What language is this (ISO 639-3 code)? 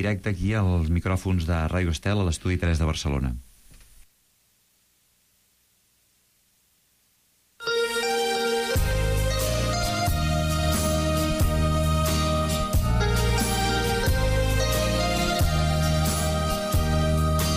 cat